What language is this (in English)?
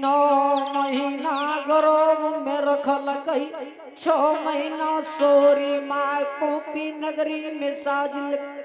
Angika